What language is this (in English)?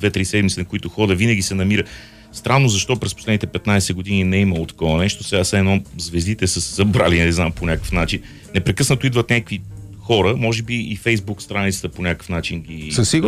Bulgarian